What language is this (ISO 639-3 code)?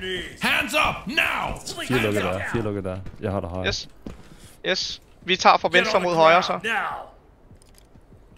dan